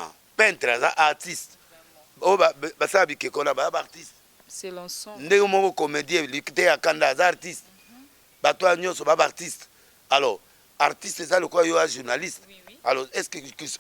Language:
Lingala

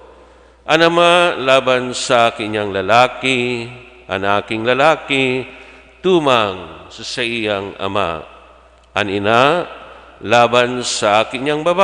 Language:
Bikol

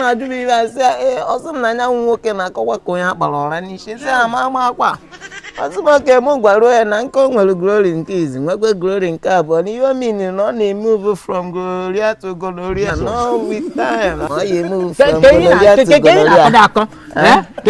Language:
Igbo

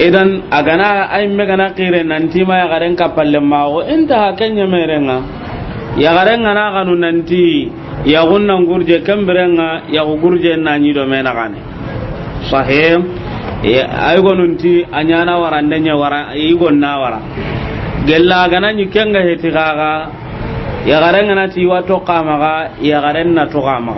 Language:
Soninke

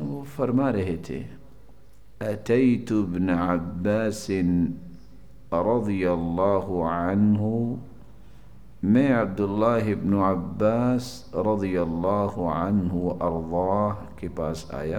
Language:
Urdu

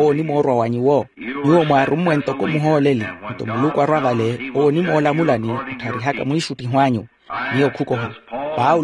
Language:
Makhuwa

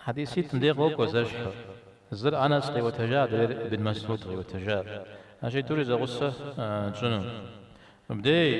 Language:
Kabardian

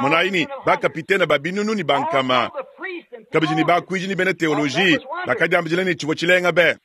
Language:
Luba-Lulua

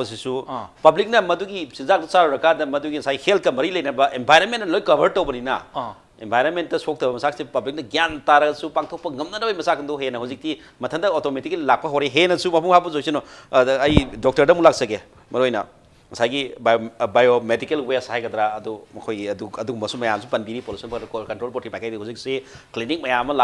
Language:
Manipuri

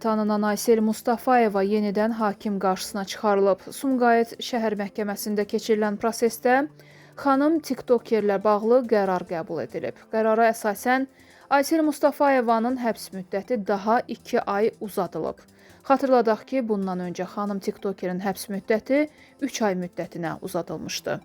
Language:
Azerbaijani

